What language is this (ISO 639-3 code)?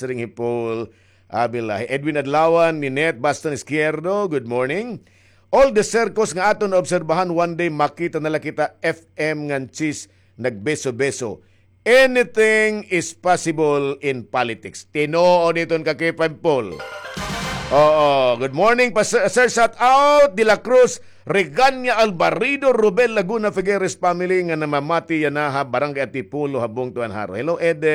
war